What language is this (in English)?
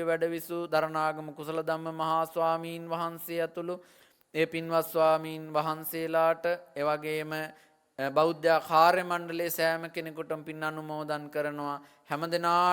Sinhala